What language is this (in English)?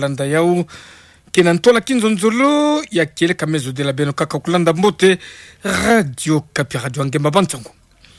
Kituba (Democratic Republic of Congo)